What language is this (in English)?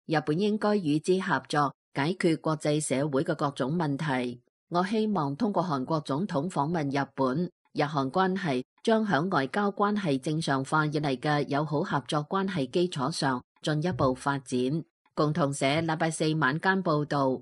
Cantonese